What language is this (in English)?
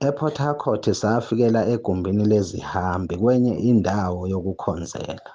Zulu